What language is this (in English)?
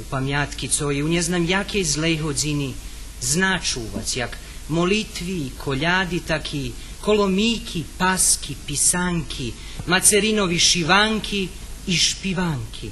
Rusyn